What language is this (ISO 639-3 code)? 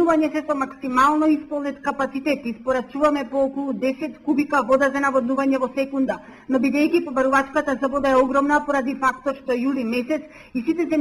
mkd